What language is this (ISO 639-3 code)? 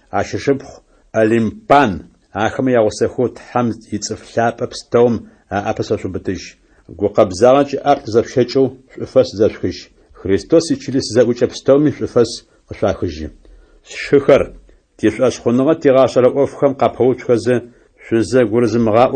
ady